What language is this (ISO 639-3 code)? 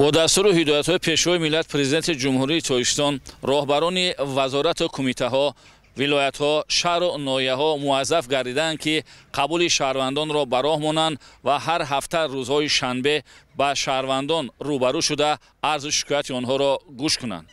tgk